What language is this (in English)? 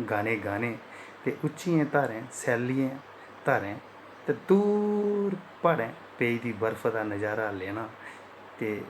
Dogri